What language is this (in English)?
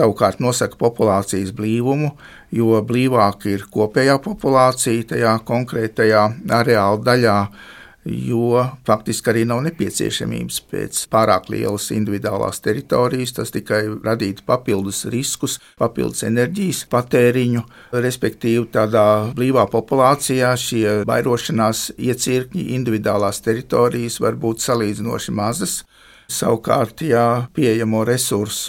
Latvian